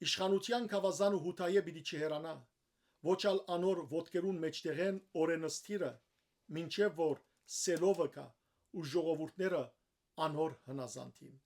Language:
Western Armenian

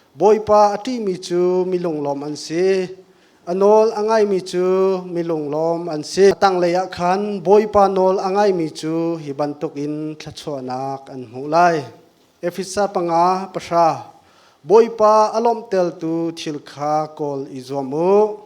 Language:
Hakha Chin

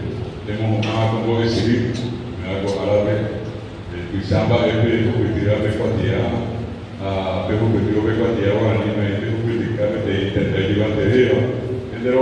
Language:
Guarani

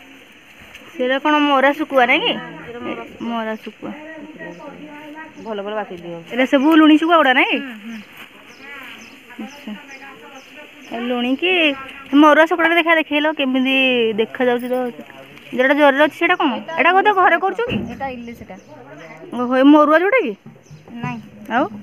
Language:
Odia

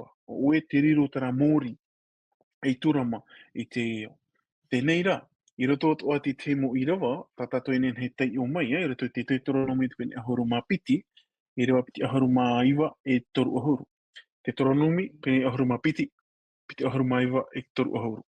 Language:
Tahitian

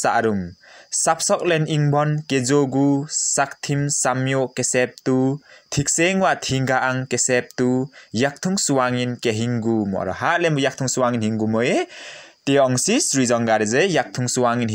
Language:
Limbu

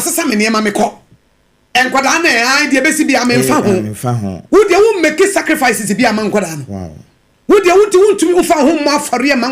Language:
Akan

